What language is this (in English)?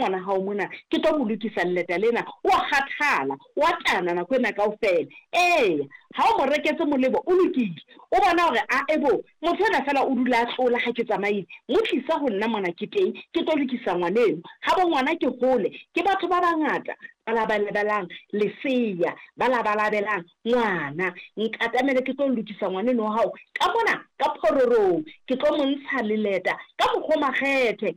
Southern Sotho